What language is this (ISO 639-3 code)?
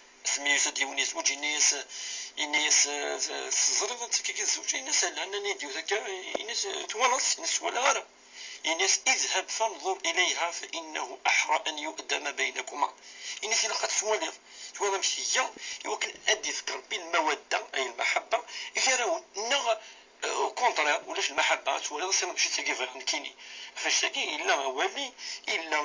kab